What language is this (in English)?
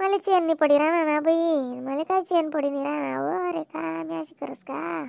Khandesi